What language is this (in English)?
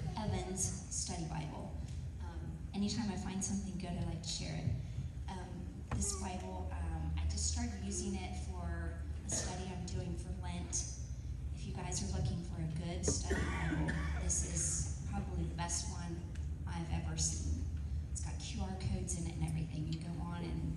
English